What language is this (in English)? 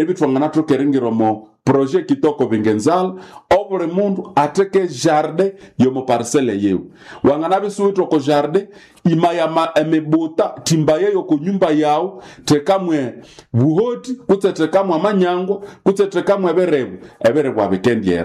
Nande